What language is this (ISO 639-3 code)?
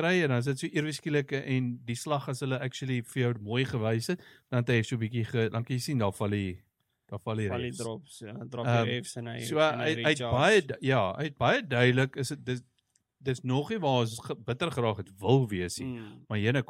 afr